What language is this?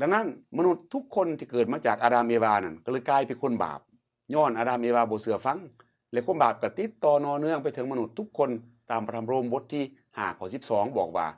Lao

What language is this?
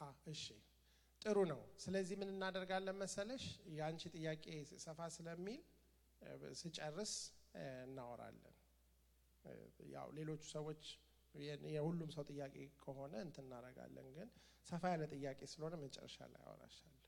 Amharic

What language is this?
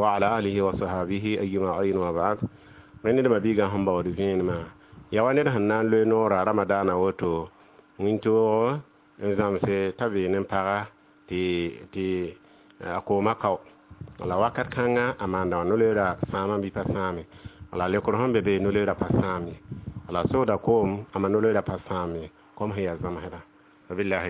Mossi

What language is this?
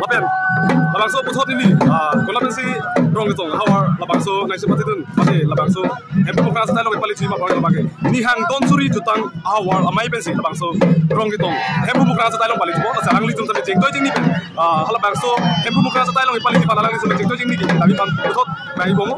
Karbi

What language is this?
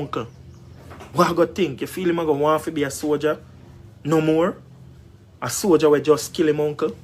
Jamaican Creole English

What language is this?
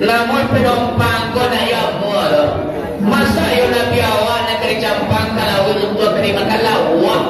Minangkabau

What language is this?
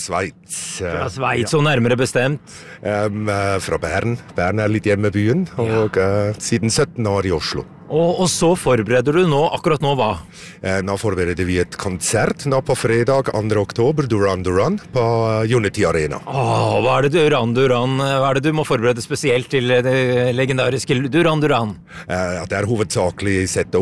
Norwegian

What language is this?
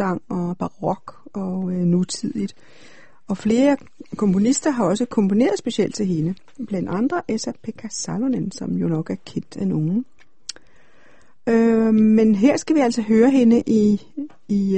Danish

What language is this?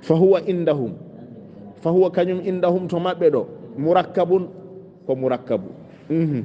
Fula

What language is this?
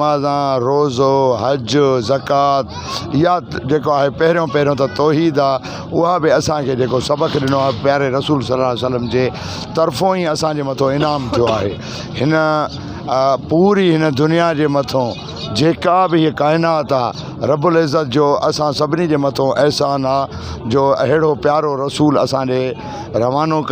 Sindhi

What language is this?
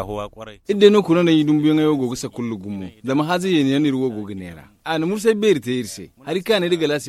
Zarma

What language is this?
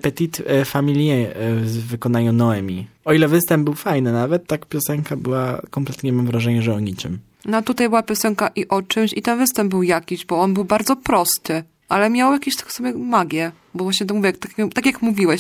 Polish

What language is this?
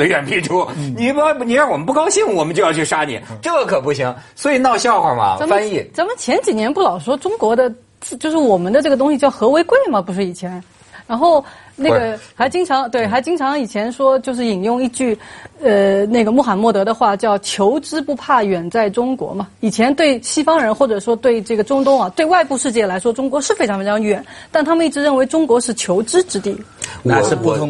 Chinese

